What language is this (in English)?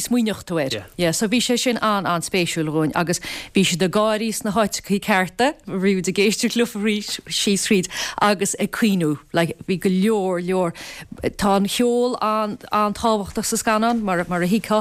Irish